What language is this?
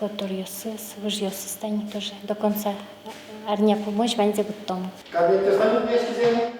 Udmurt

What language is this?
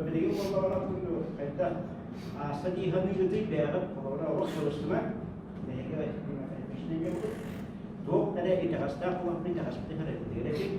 Yakut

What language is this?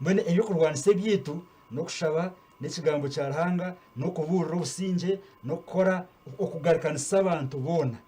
Nyankole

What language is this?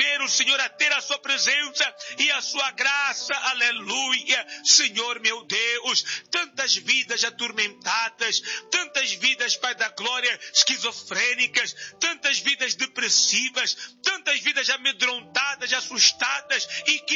Portuguese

